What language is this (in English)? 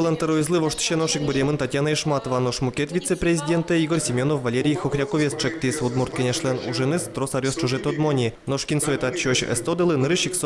Udmurt